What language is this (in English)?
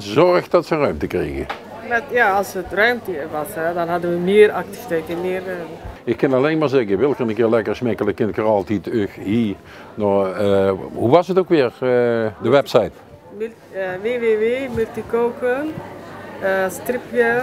Limburgish